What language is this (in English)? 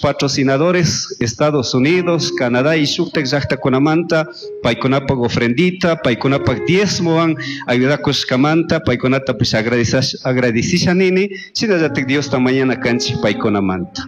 Chimborazo Highland Quichua